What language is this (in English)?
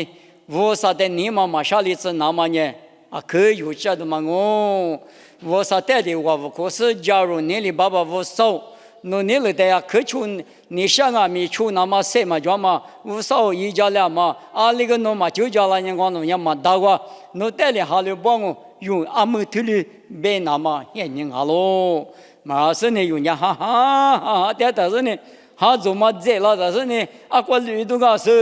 Lisu